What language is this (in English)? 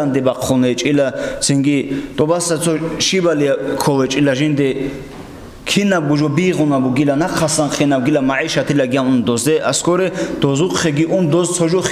Avaric